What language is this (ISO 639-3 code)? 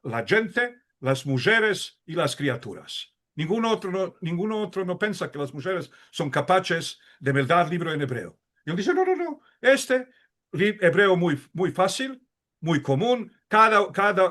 lad